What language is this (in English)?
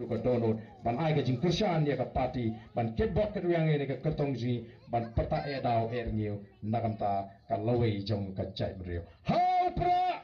Khasi